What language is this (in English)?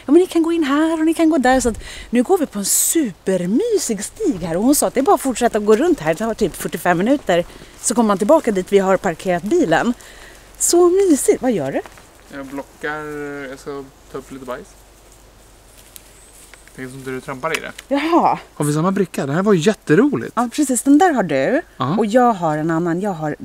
Swedish